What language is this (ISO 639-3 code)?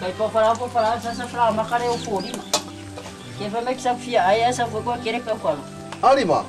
smo